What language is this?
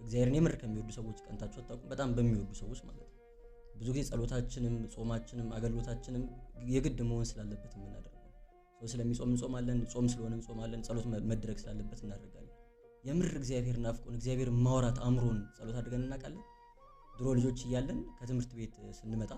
Amharic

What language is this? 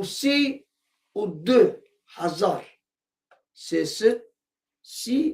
Kurdish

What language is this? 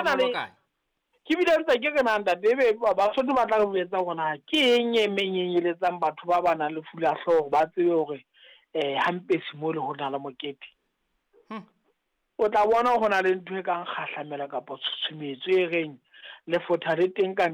Southern Sotho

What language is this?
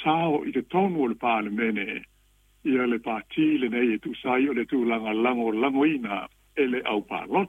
Samoan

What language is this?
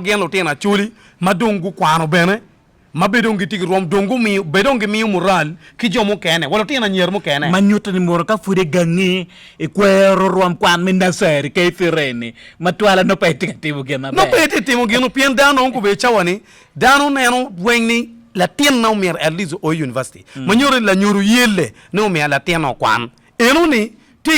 Acoli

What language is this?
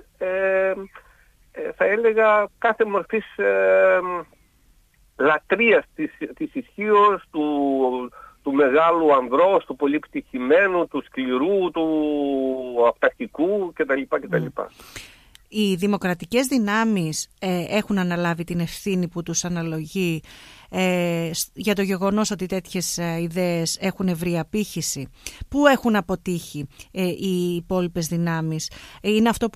Greek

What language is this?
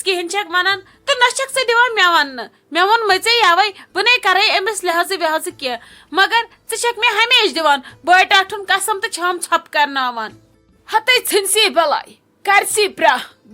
Kashmiri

